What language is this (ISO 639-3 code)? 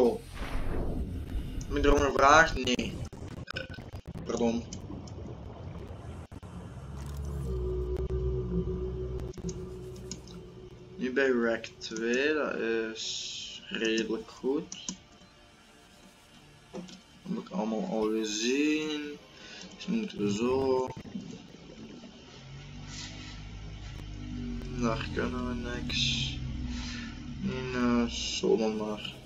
nld